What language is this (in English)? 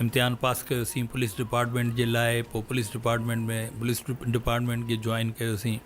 Sindhi